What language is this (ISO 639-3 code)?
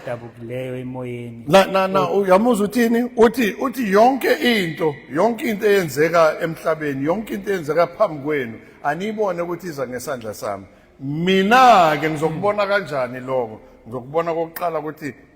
zul